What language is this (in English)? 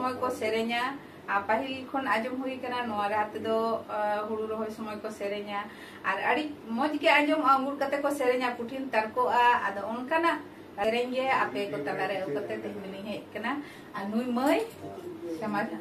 Santali